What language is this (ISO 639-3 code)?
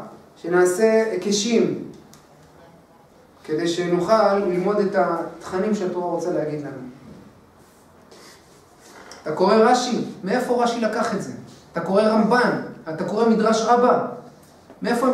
heb